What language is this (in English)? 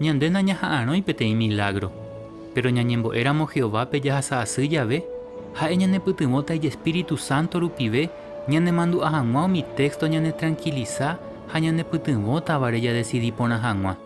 Guarani